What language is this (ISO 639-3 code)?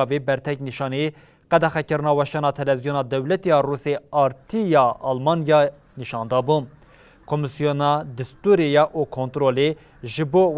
kur